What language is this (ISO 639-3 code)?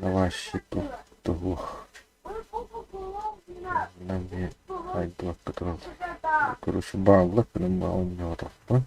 sah